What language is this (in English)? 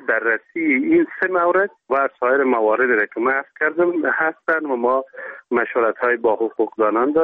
Persian